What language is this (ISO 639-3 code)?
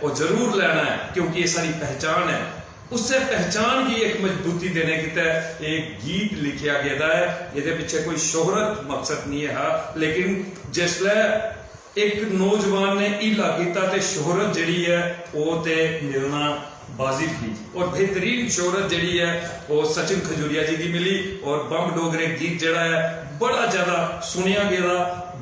doi